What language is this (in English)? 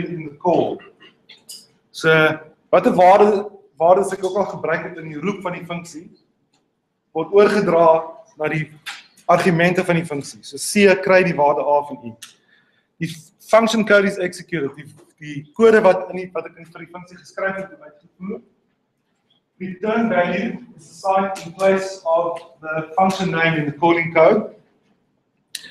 Afrikaans